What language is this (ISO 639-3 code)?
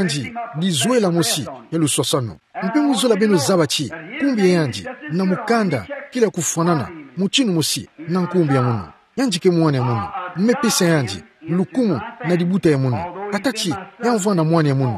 ktu